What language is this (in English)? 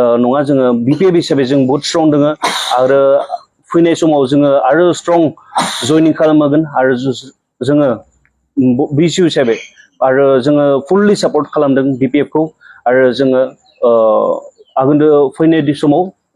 Bodo